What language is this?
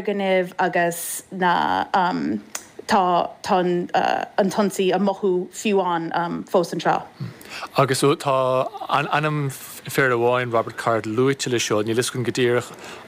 Irish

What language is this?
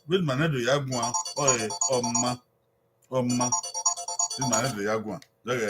Bini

